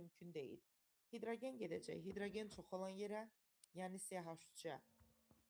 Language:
Azerbaijani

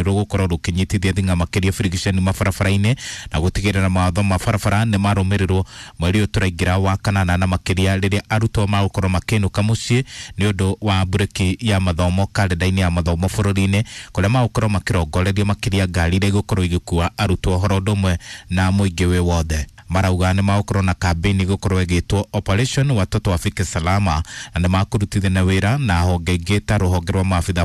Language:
Kikuyu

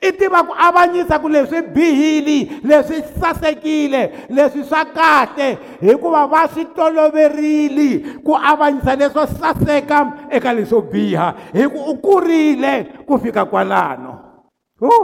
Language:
Tsonga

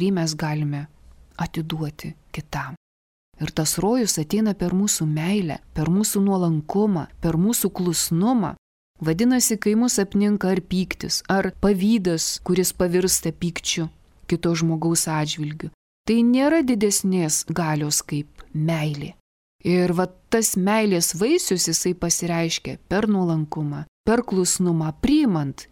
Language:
Lithuanian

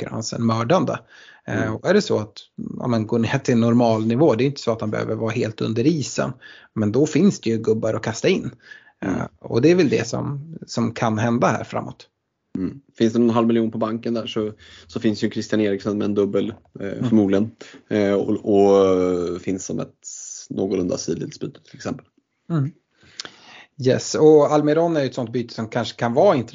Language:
Swedish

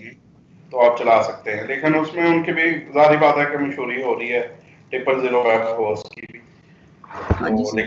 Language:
Hindi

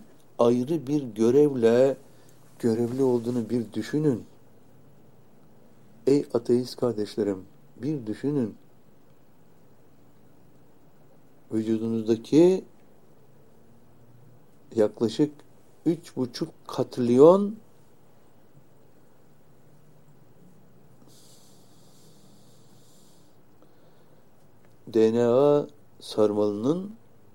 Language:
Turkish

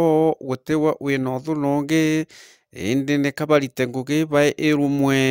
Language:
Meru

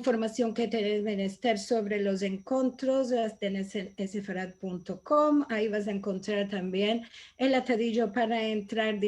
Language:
Ladino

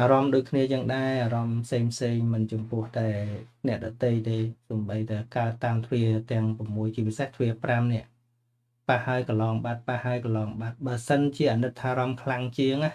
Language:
Khmer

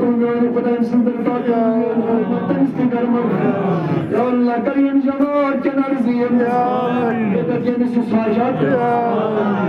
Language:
Kashmiri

